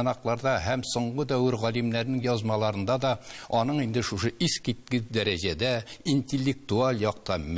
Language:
Tatar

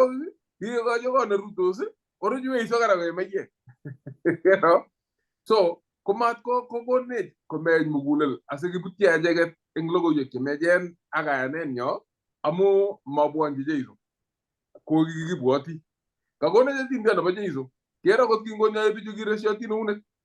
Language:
Kalenjin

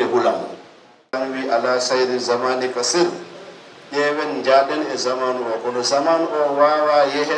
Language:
Fula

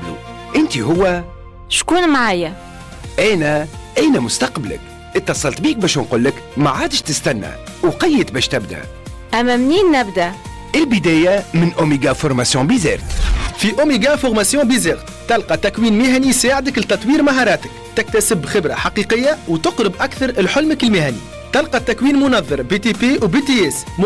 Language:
Tunisian Arabic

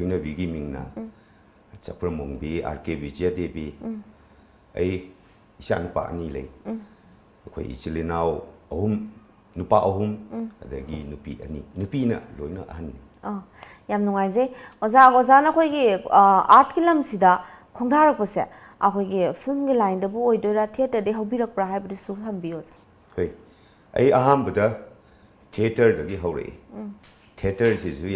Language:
Manipuri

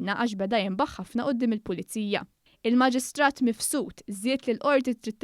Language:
Maltese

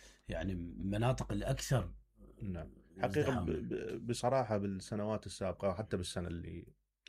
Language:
Mesopotamian Arabic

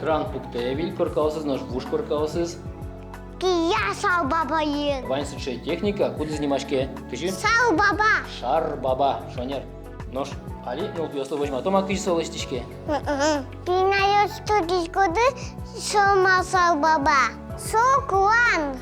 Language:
Udmurt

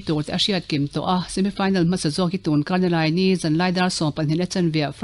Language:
Mizo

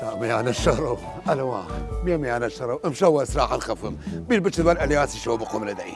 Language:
Southern Kurdish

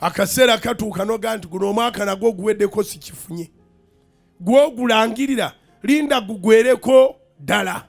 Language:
Ganda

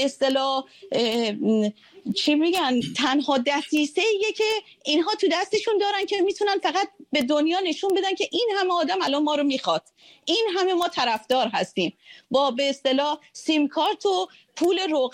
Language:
Persian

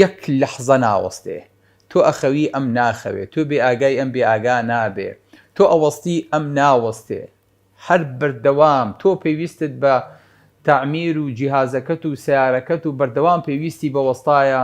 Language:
Central Kurdish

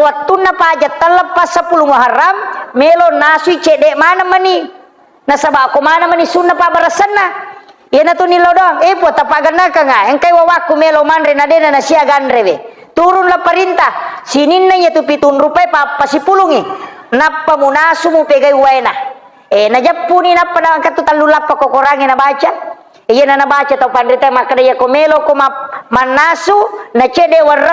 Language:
Buginese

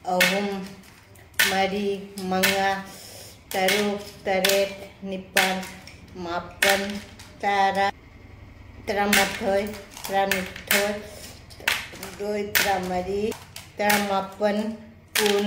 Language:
Manipuri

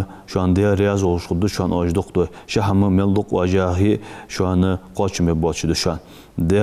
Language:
Ingush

